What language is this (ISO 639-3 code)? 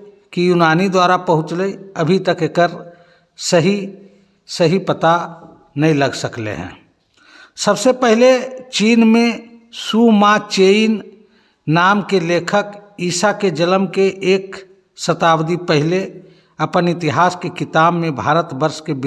mag